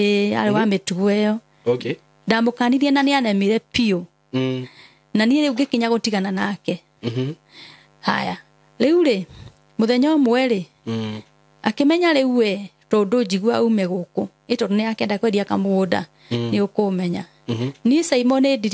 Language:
Kikuyu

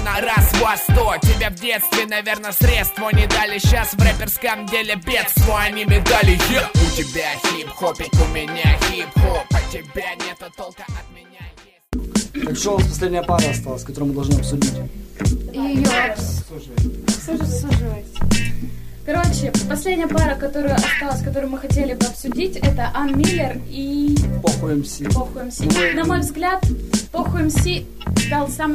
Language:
Russian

